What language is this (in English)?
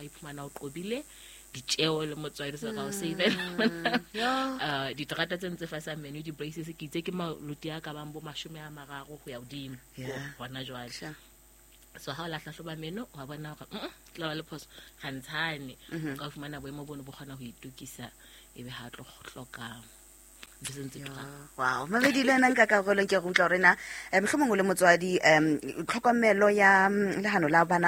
Southern Sotho